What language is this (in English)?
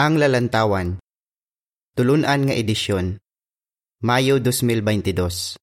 Hiligaynon